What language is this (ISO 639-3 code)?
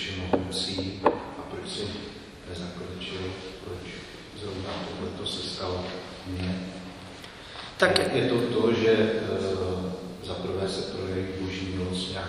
ces